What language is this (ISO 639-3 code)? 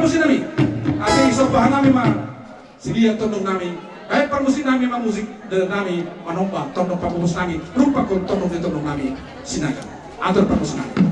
bts